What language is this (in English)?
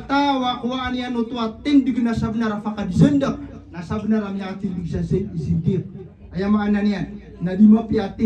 Maranao